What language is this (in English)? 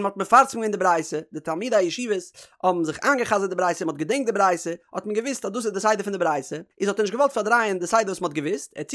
Yiddish